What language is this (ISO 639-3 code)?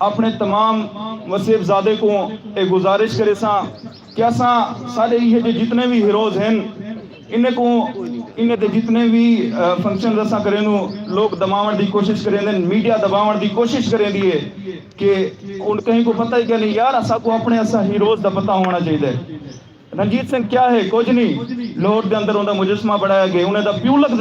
skr